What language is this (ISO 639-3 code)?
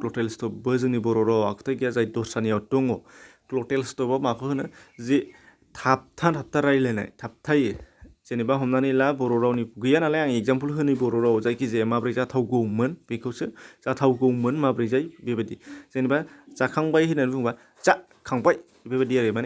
brx